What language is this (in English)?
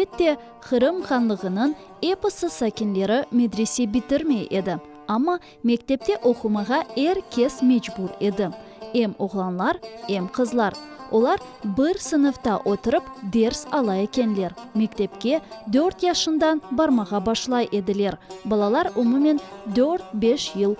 Crimean Tatar